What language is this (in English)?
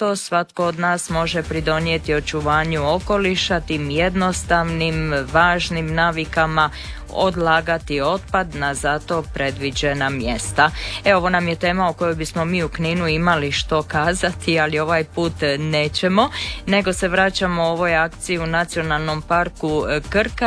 Croatian